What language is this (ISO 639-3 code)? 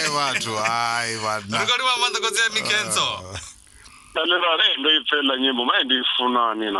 ven